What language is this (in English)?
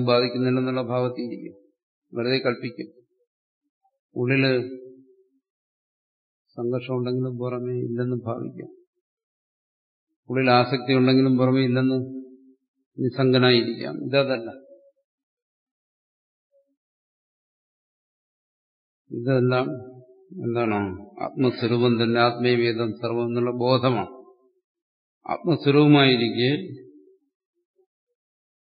Malayalam